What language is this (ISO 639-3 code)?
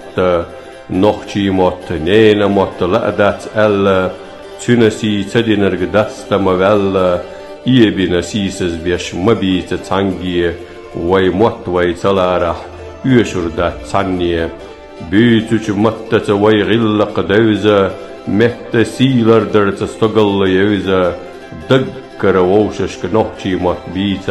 che